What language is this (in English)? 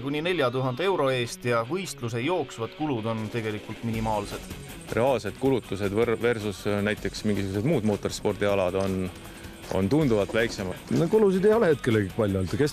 Estonian